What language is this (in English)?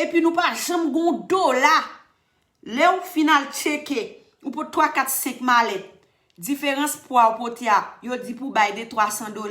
Haitian Creole